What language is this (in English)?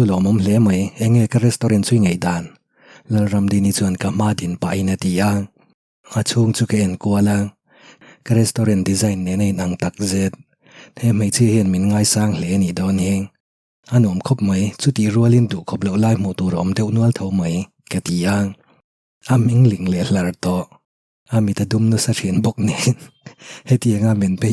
Mizo